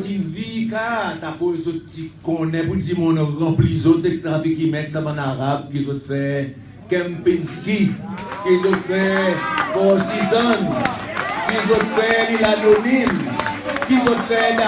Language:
Seselwa Creole French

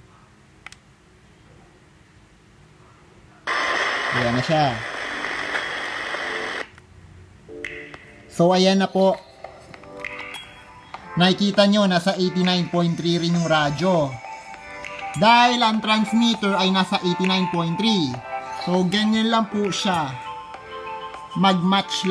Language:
Filipino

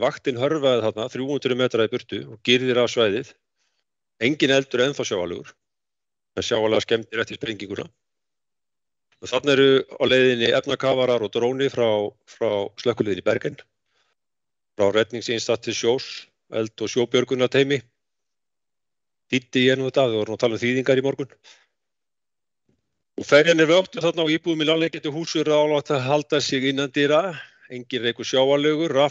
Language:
Icelandic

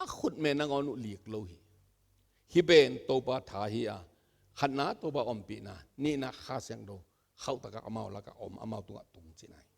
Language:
Tedim Chin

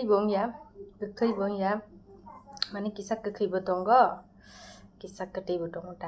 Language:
Kok Borok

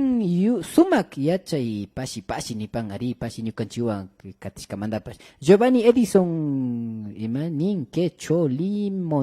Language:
Imbabura Highland Quichua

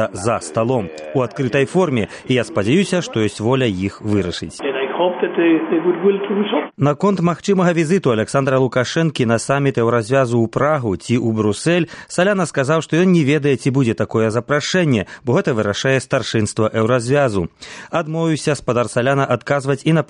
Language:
Belarusian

